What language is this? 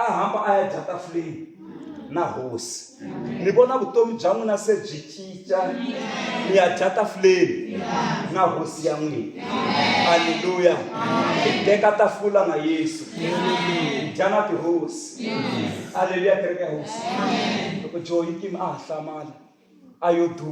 Tsonga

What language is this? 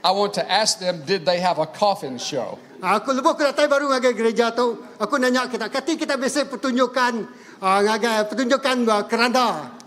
Iban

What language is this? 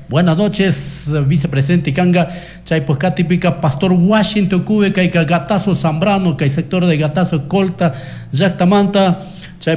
Chimborazo Highland Quichua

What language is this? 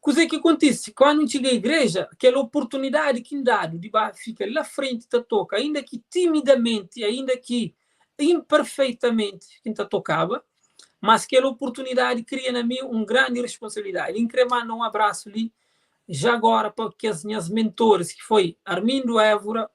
Kabuverdianu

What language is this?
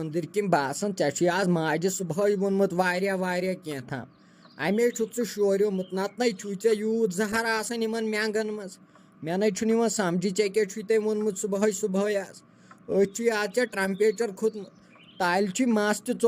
Kashmiri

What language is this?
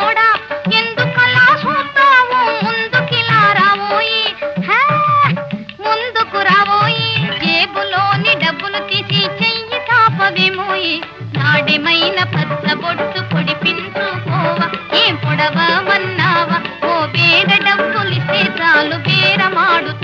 Telugu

